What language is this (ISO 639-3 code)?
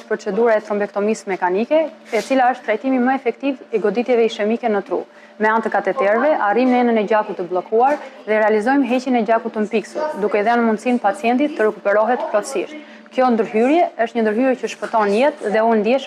sqi